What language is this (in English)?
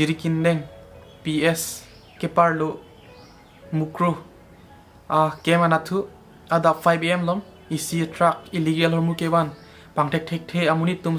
Karbi